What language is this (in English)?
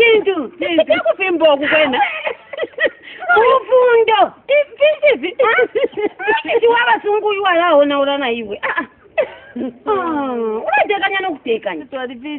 Bemba